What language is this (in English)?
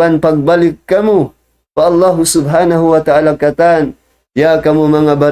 Tausug